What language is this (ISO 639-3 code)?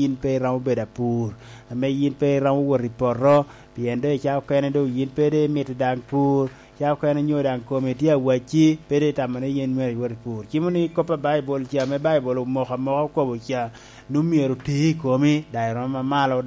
laj